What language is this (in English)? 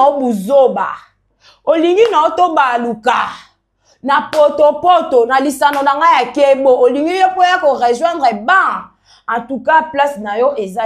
Lingala